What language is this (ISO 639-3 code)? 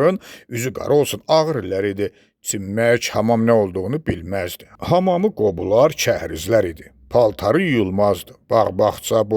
aze